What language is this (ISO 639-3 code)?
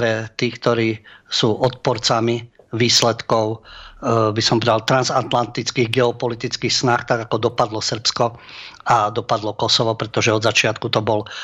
slk